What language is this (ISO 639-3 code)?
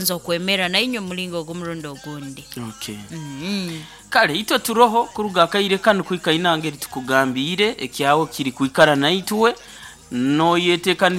nyo